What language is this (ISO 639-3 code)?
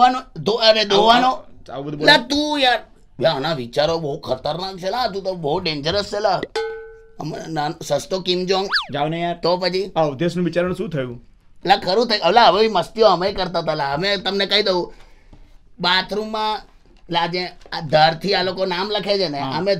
guj